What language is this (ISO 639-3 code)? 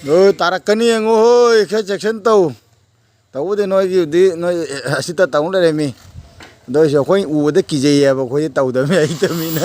mni